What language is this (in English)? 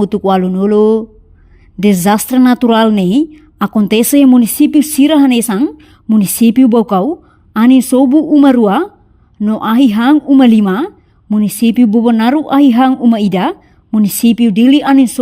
Tetum